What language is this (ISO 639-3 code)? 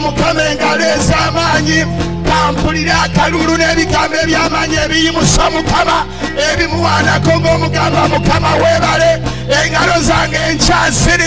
lug